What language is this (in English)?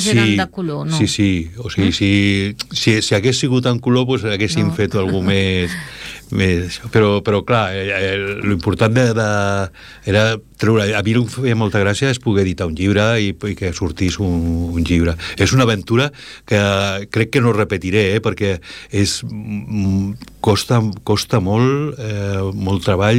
Catalan